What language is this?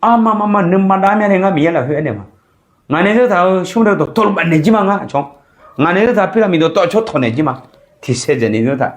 Akha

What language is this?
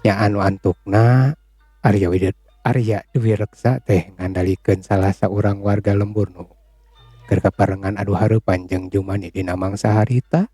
Sundanese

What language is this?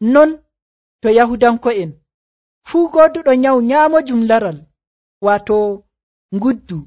Nigerian Fulfulde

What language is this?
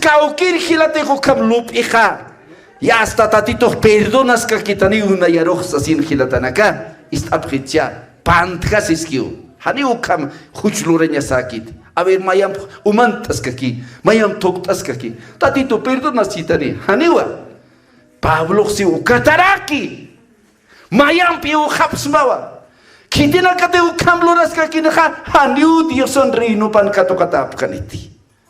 Aymara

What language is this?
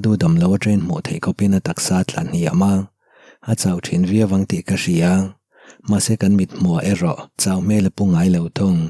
Mizo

